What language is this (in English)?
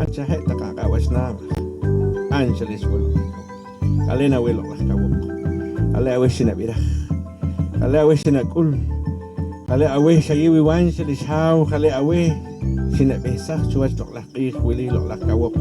Poqomchi'